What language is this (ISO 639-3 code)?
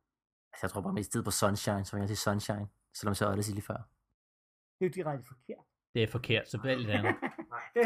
dan